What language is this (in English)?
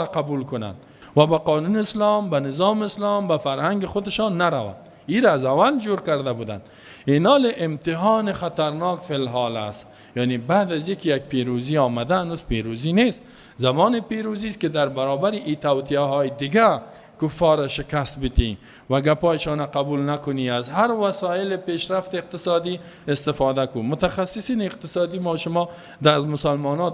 Persian